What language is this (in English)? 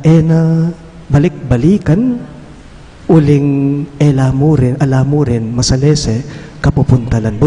Pampanga